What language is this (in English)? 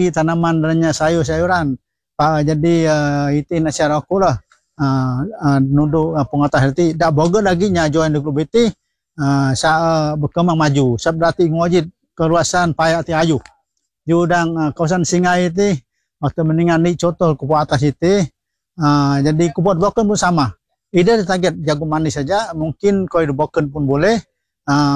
Malay